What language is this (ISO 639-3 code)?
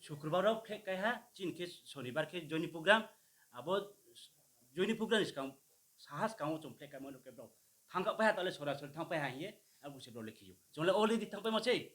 ria